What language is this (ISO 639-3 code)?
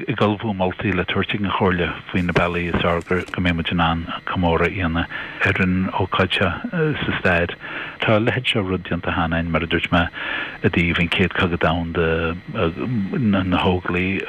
gle